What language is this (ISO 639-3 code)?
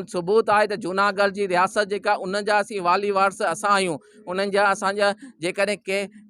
snd